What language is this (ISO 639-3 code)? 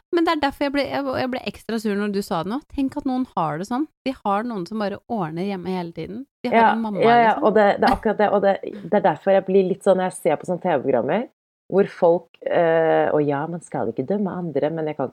nor